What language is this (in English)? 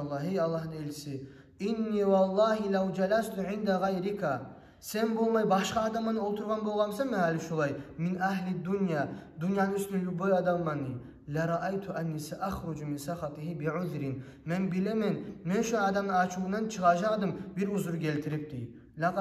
Kumyk